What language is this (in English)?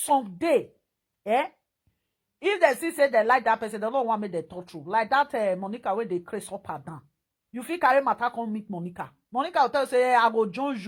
Nigerian Pidgin